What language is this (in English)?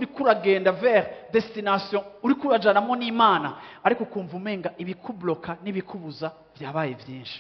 Rundi